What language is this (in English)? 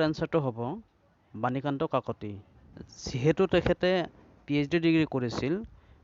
Assamese